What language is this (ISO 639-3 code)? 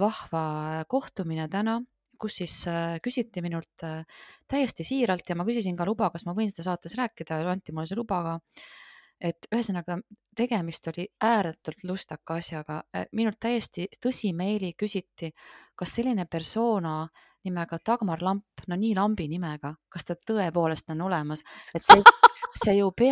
est